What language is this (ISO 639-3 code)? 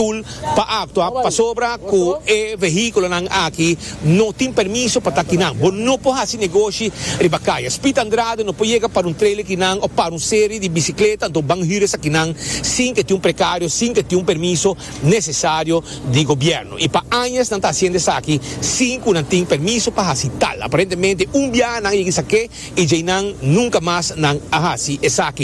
pap